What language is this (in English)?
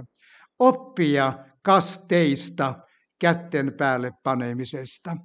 Finnish